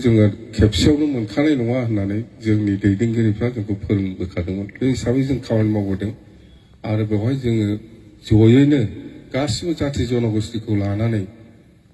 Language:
Bodo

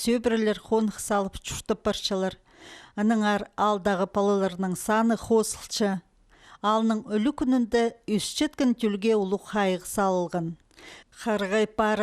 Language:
Khakas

